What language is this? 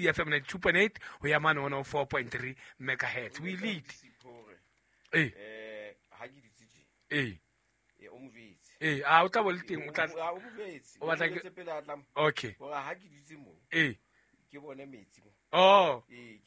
Southern Sotho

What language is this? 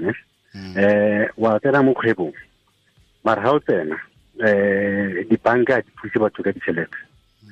Tswana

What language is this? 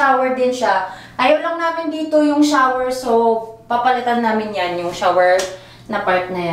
Filipino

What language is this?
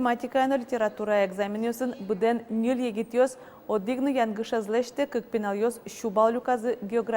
Udmurt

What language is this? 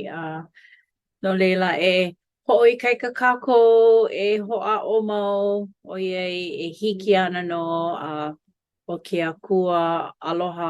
Hawaiian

